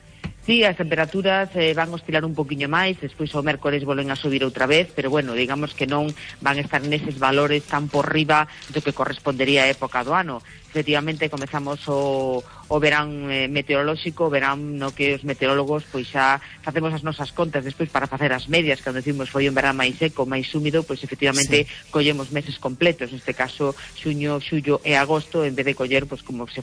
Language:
Galician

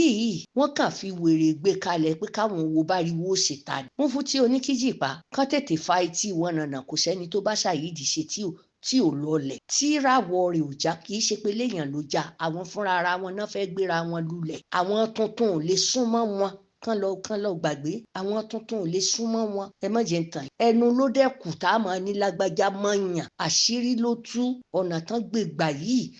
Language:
Yoruba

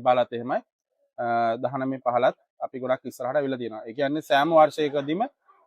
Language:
Sinhala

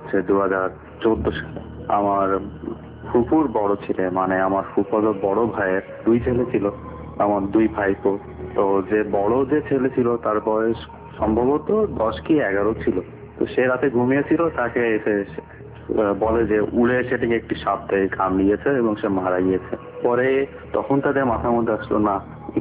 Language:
Bangla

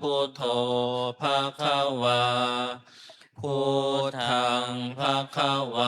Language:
Pali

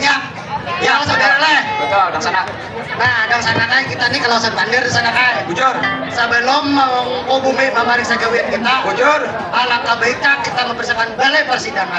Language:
Banjar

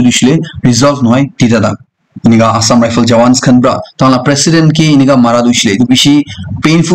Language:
Naga Pidgin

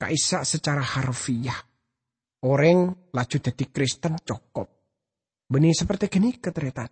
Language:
Madurese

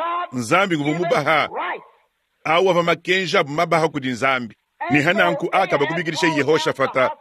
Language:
Luba-Lulua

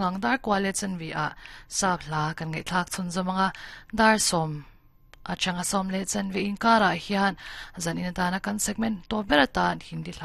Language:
Mizo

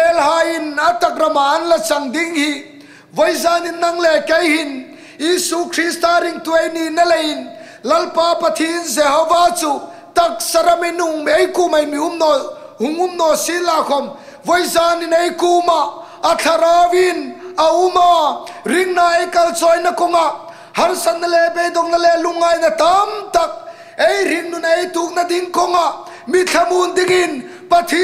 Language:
Hmar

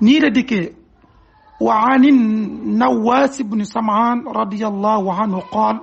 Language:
Wolof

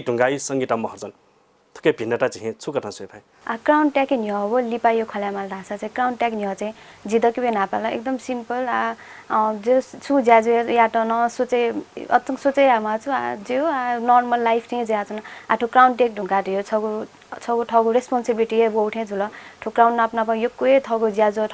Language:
Newari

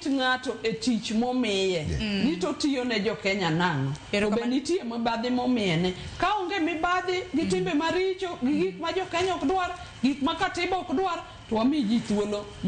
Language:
Luo (Kenya and Tanzania)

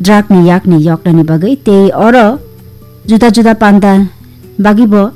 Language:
Kok Borok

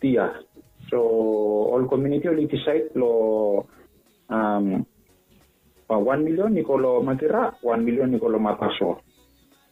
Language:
Bislama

